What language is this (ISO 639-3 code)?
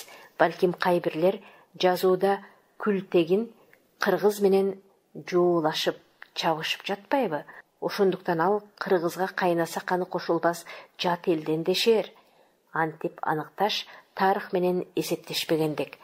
kir